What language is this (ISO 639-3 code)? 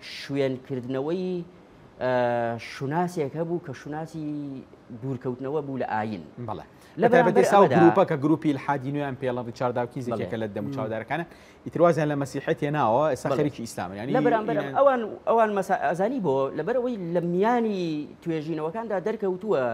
ckb